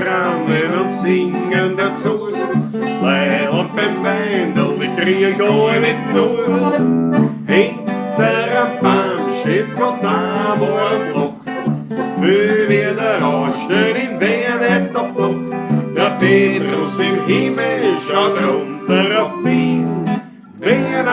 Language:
Bavarian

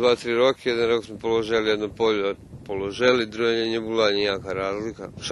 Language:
Rusyn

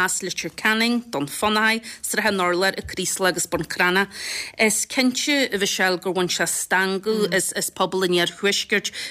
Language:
Irish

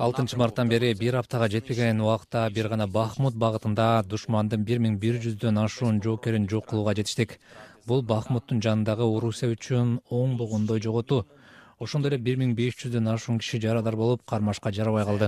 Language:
Kyrgyz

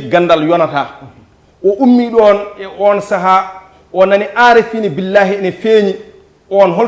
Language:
Fula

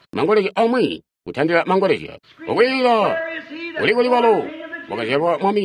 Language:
Tonga (Zambia)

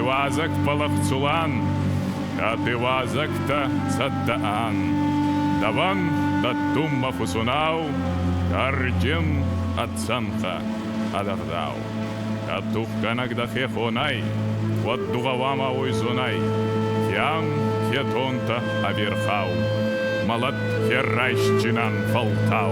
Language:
Ossetic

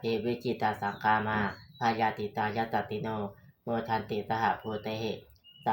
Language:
Pali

